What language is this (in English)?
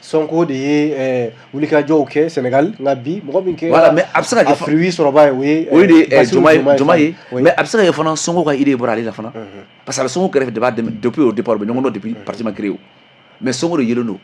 Bambara